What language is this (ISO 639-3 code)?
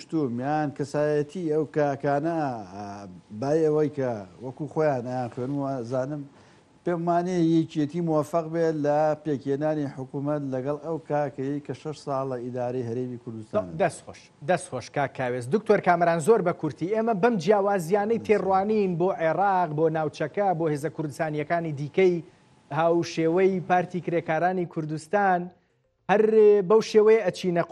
ckb